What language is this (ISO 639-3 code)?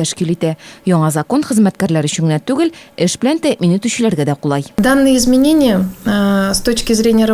tat